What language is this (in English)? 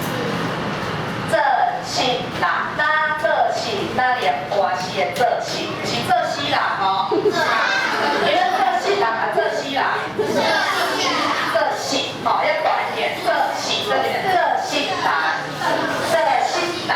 Min Nan Chinese